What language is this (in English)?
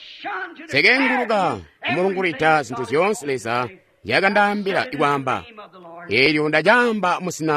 Tonga (Zambia)